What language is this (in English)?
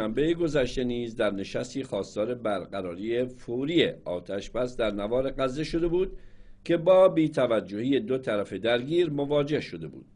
Persian